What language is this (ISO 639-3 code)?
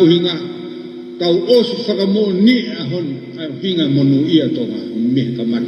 ton